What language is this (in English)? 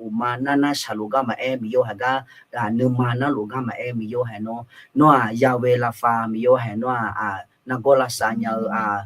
Akha